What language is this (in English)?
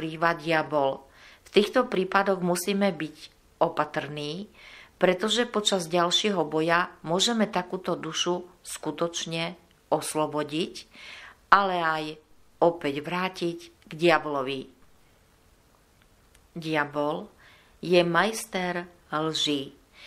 Slovak